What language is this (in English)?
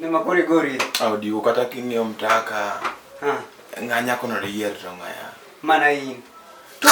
Luo (Kenya and Tanzania)